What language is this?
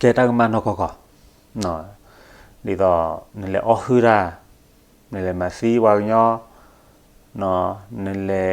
S'gaw Karen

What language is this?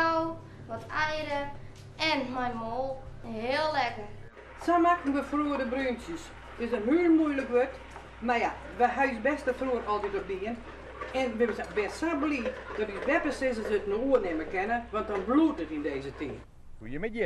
Western Frisian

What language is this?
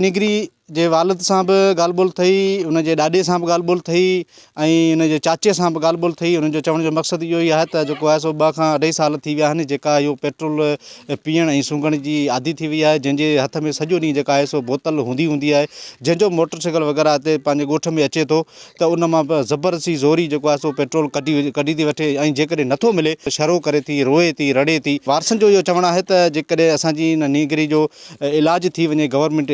Sindhi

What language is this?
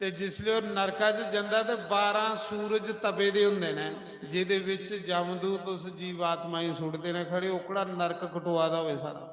Dogri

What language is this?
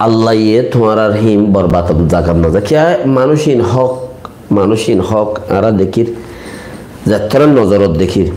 Rohingya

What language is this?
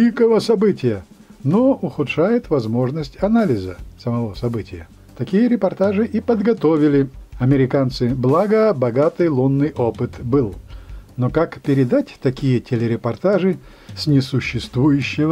Russian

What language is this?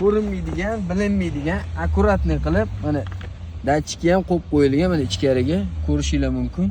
Uzbek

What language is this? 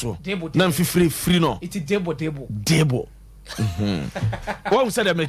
Akan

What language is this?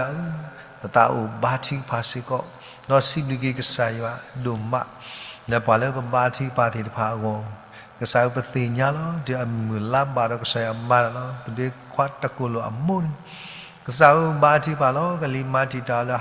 S'gaw Karen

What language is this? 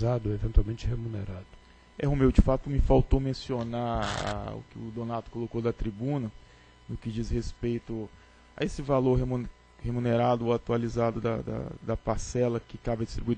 Portuguese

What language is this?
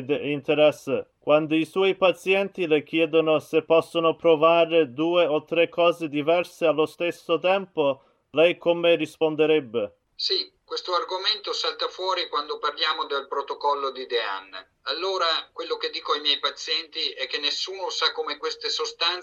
Italian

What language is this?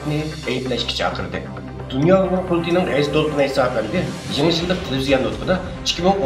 Uyghur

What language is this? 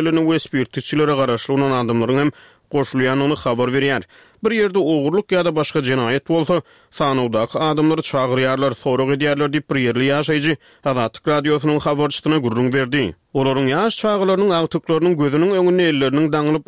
Turkmen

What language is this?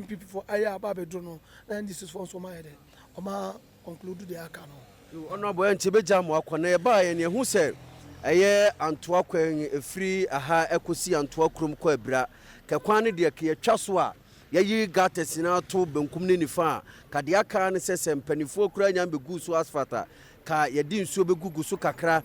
Akan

